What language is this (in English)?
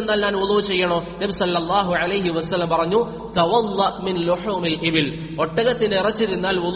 Malayalam